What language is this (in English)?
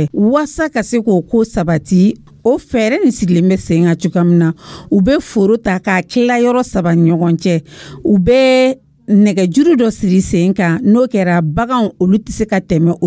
Dyula